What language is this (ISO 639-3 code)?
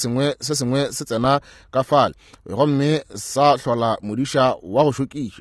nso